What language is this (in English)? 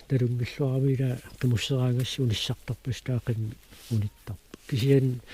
Kalaallisut